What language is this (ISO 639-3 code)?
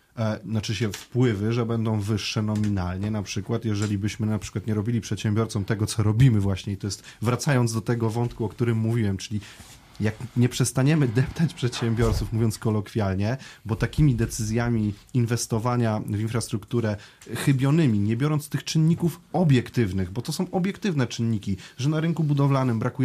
pol